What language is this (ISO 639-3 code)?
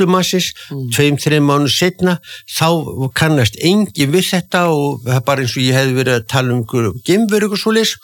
isl